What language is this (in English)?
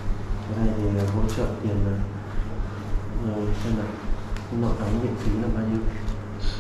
Vietnamese